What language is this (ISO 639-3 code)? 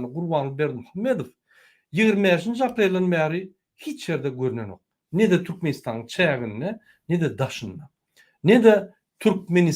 tuk